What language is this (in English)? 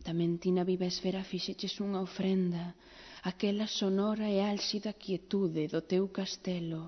Galician